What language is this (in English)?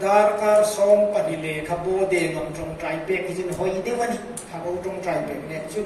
Hmar